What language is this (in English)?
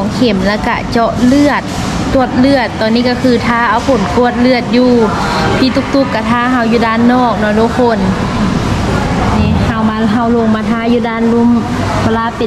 Thai